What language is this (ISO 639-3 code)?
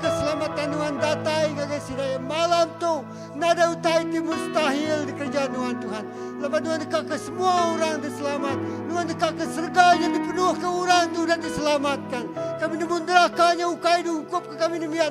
iba